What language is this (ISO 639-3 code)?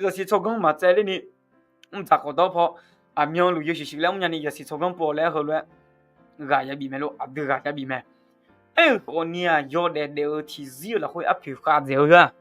ahk